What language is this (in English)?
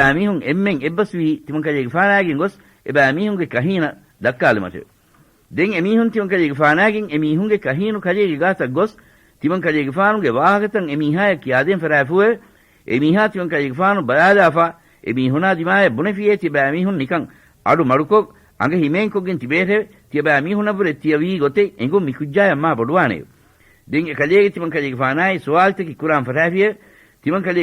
Divehi